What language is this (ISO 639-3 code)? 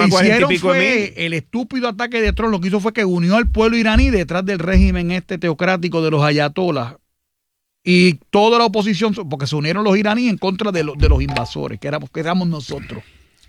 spa